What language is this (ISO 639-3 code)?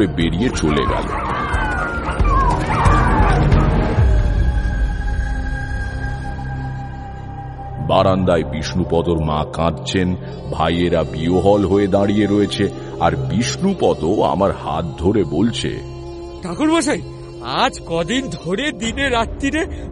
ben